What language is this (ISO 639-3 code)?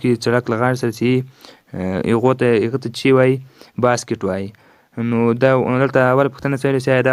pus